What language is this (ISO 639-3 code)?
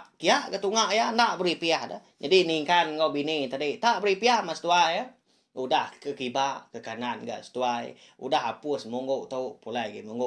iba